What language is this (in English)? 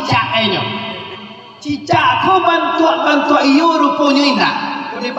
Minangkabau